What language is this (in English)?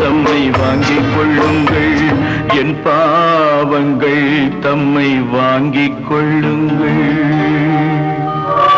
Tamil